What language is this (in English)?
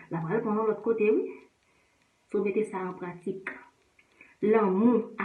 Haitian Creole